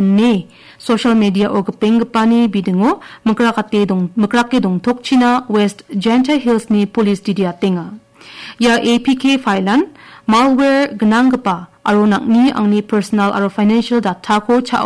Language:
Garo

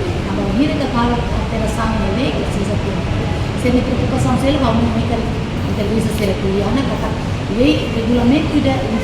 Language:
Tetum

